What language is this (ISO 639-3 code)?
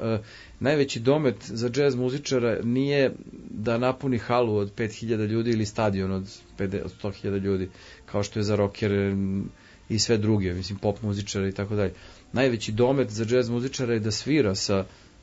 srp